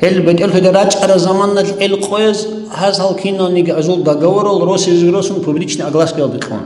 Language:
Avaric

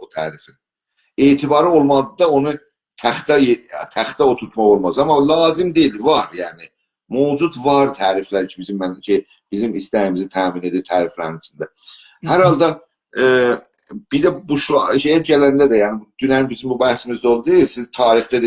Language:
South Azerbaijani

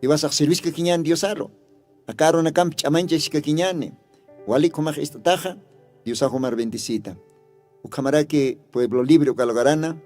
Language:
Aymara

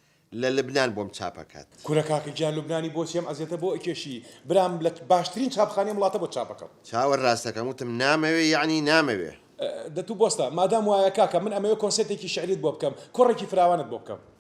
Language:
Central Kurdish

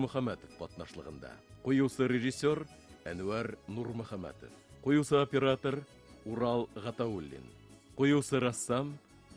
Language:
Bashkir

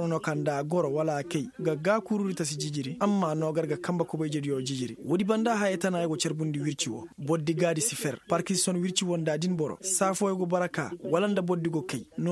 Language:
Koyraboro Senni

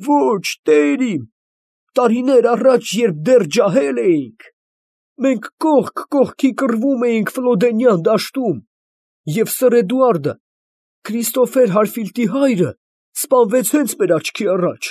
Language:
Armenian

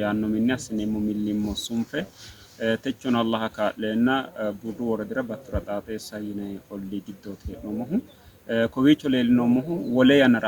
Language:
Sidamo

